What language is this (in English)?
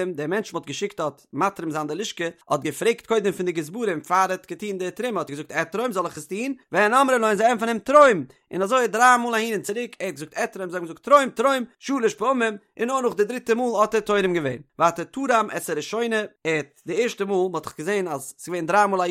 Yiddish